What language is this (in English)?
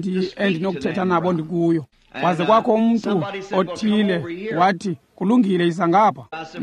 Xhosa